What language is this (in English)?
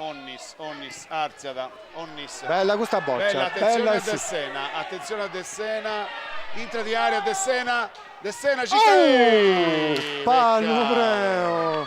Sardinian